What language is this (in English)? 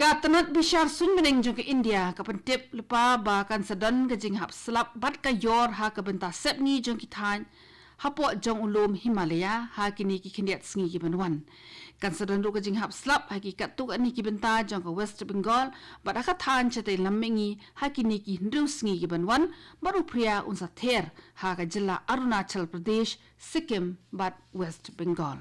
Khasi